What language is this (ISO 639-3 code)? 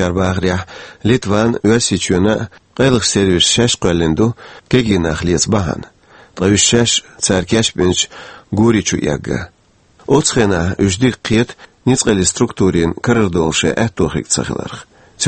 che